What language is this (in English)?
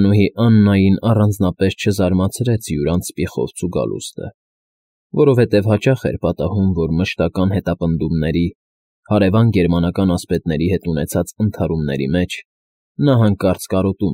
Armenian